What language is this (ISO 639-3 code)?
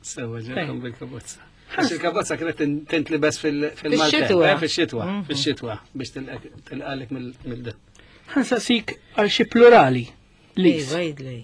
mlt